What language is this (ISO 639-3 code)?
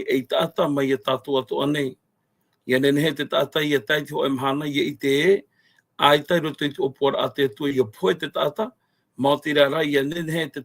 tah